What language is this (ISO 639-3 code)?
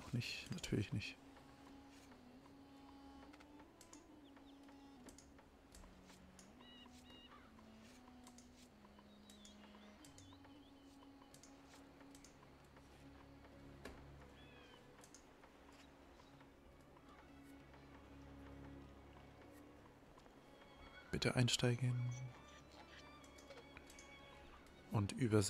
deu